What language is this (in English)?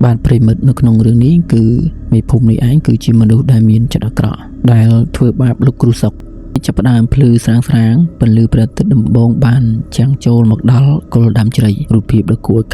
Khmer